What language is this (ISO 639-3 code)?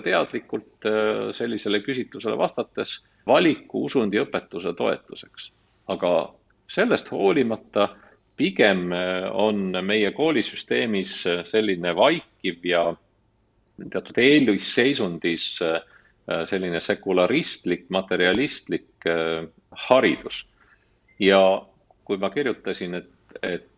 est